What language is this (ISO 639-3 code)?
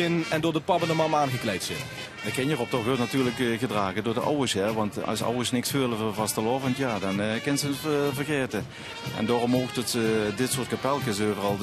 lim